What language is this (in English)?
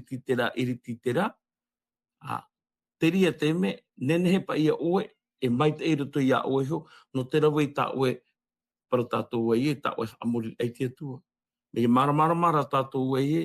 Tahitian